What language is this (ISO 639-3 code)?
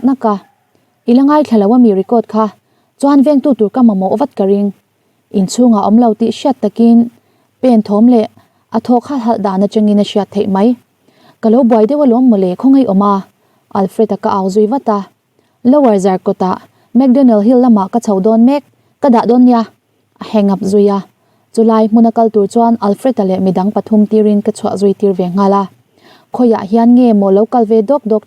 lus